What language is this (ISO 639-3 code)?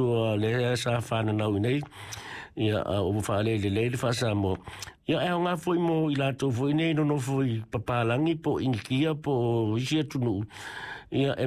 smo